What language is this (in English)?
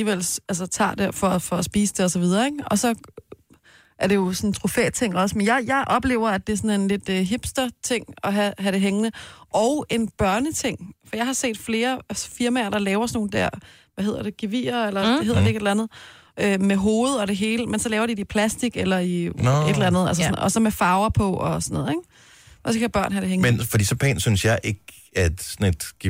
Danish